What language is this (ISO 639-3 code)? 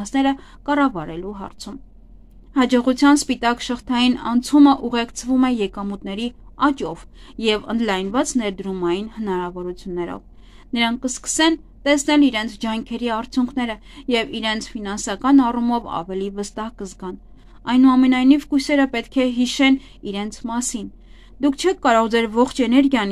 hye